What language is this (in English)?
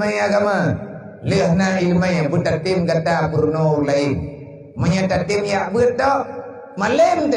Achinese